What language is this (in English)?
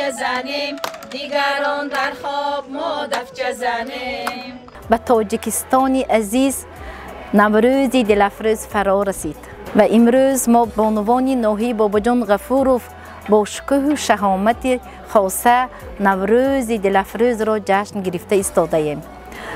Tajik